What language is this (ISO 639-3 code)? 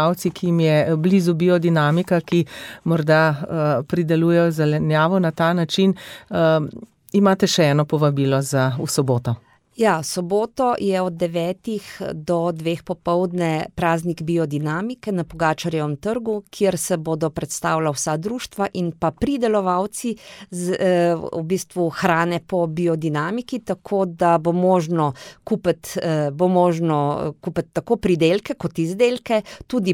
slv